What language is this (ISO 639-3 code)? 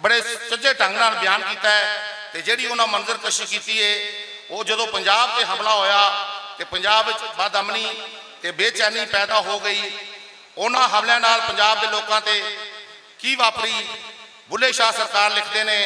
lah